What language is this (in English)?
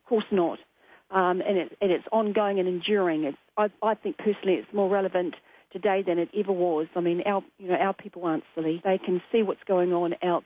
Māori